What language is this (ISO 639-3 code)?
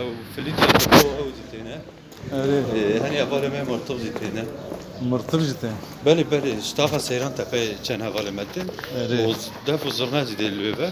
kur